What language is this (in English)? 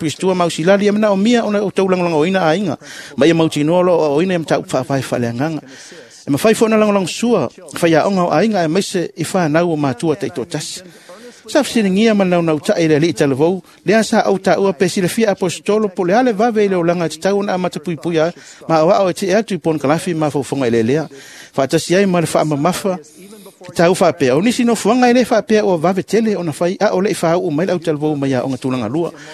Samoan